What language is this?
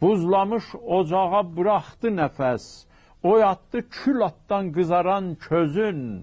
South Azerbaijani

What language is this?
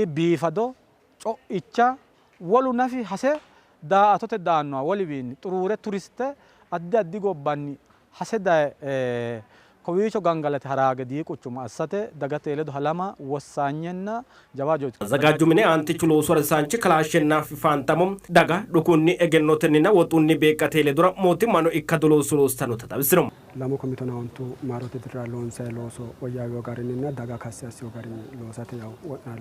Sidamo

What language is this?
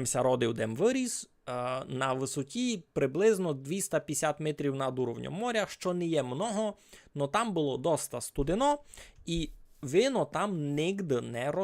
Rusyn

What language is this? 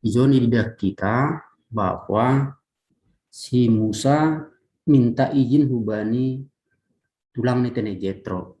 Batak Simalungun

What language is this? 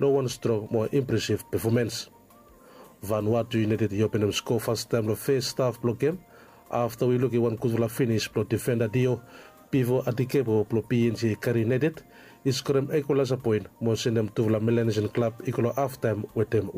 Bislama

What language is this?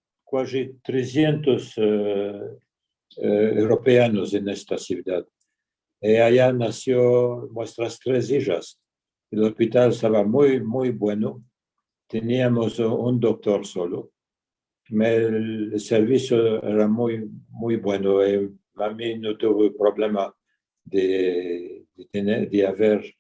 Ladino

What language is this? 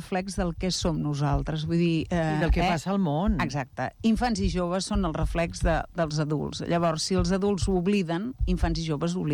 Catalan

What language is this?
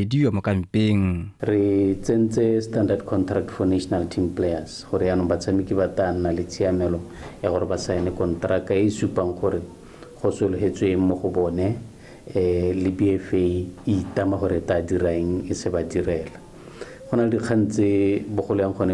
Tswana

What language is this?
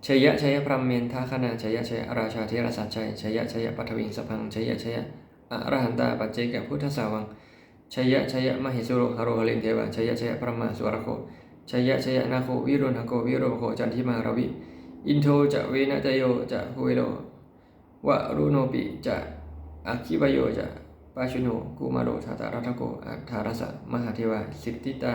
Pali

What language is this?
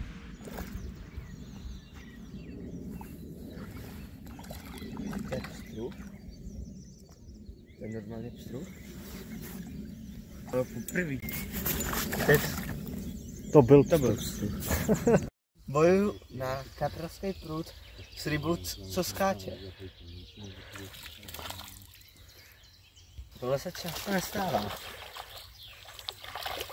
Czech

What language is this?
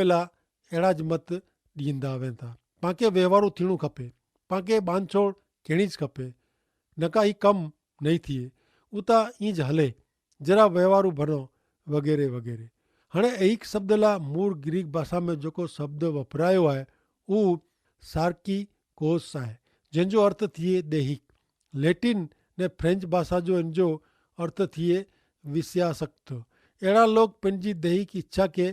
Kachhi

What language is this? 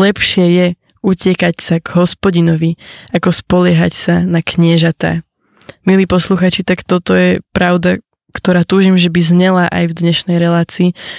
Slovak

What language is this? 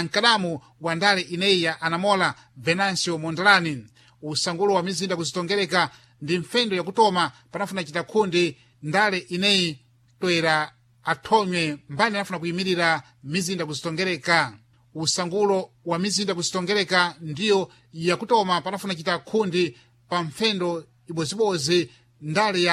Sena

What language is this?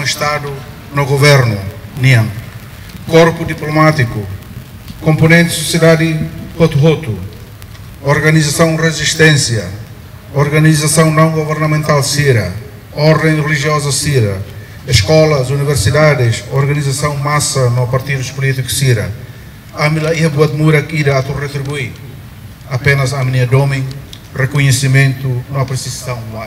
Tetum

